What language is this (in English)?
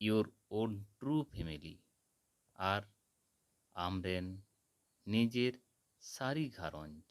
Santali